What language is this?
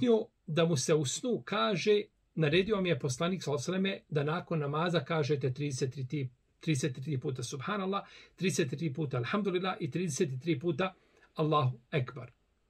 Bosnian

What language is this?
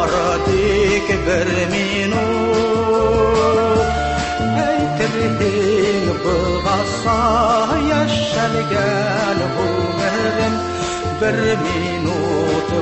Tatar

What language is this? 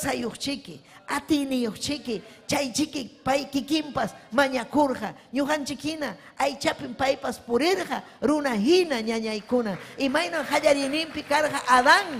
Ayacucho Quechua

